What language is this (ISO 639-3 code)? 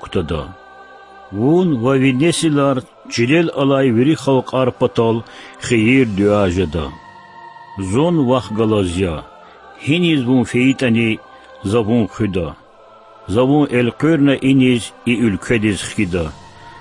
lez